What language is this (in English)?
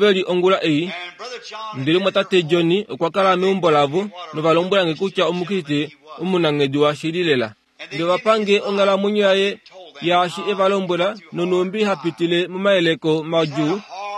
Kuanyama